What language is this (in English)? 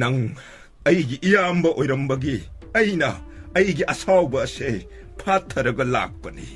Manipuri